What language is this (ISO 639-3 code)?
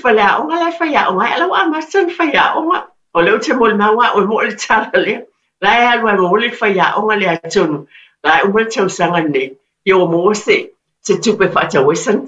smo